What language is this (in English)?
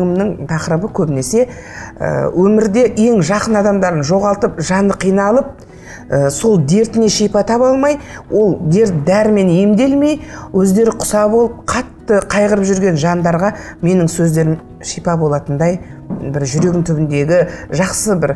Kazakh